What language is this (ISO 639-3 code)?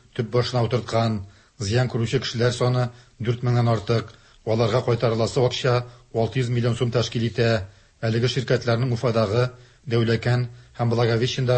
tat